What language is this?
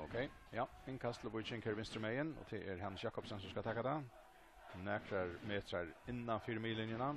Faroese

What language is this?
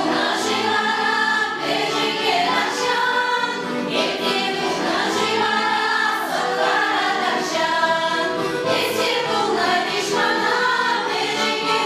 Chuvash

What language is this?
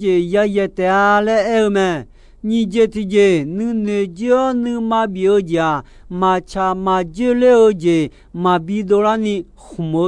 Akha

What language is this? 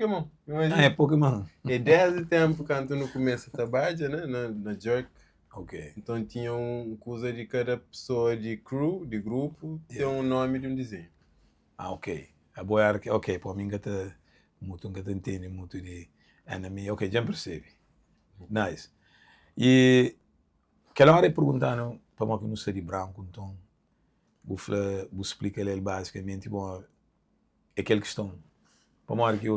Kabuverdianu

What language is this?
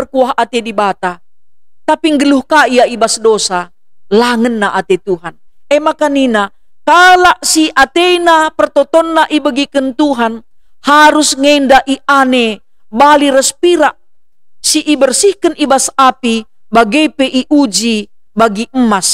Batak Karo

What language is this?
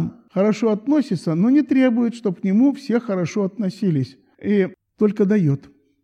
Russian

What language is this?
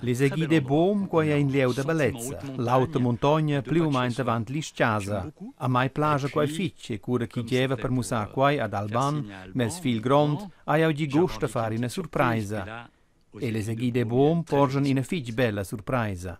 Romansh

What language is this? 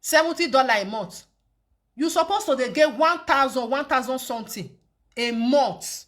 Nigerian Pidgin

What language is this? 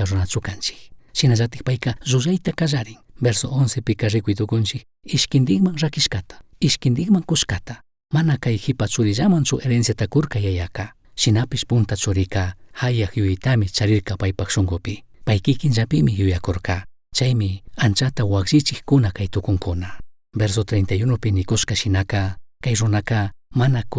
Chimborazo Highland Quichua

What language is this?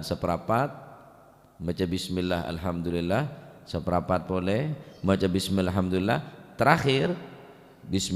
Madurese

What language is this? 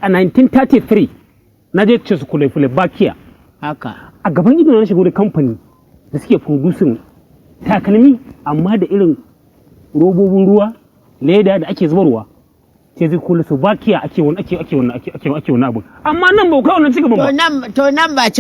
Hausa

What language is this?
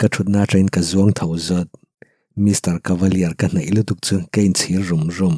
Mizo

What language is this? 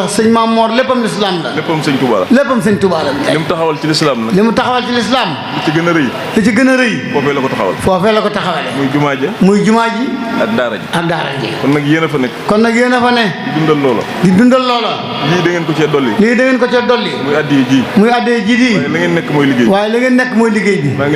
Wolof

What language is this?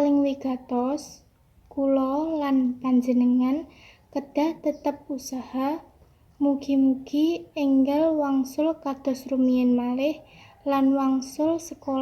Javanese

